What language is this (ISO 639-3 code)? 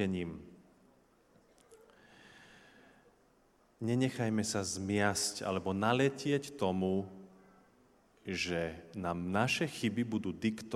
slk